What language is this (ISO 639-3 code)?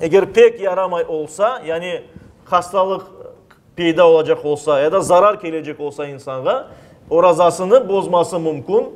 crh